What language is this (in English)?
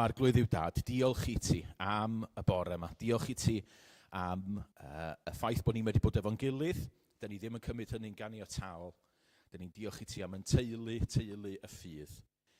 Welsh